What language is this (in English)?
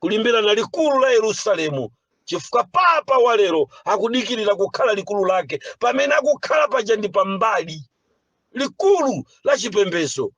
Nyanja